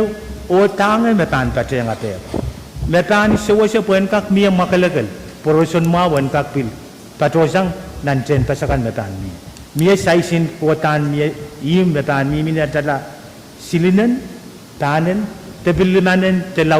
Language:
Pohnpeian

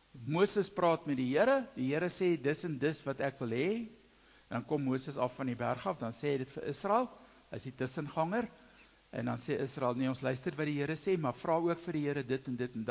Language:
Afrikaans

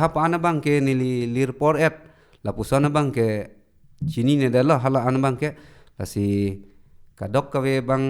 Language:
Karbi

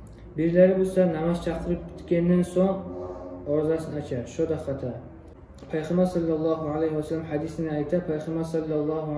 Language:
Kumyk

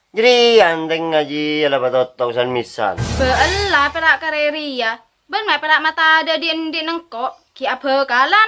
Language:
Madurese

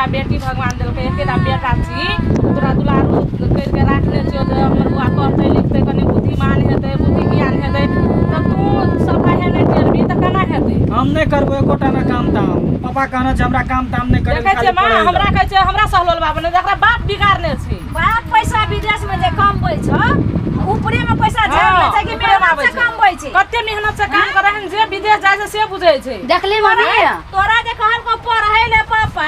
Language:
Maithili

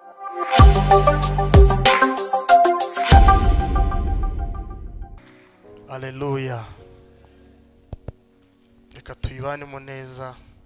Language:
Kinyarwanda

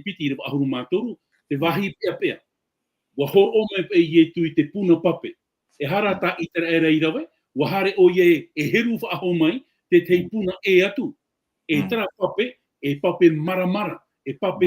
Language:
Tahitian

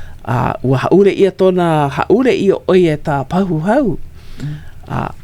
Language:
Hawaiian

